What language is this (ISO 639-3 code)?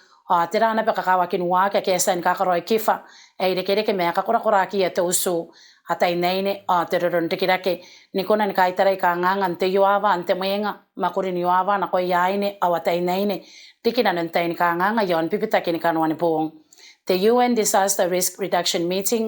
gil